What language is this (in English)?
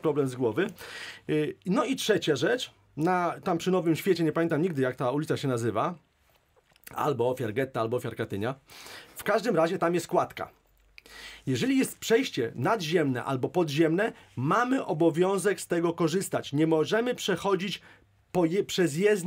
Polish